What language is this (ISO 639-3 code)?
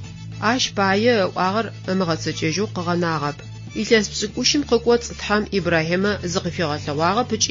ady